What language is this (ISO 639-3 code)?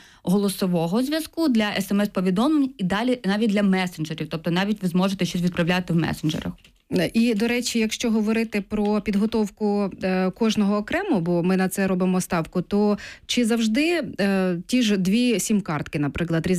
ukr